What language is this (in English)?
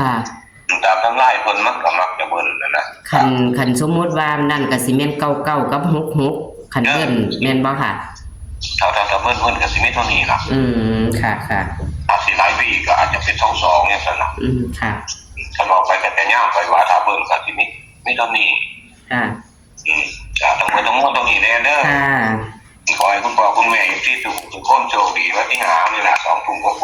Northeastern Thai